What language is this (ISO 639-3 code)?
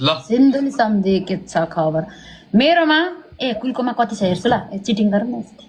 nep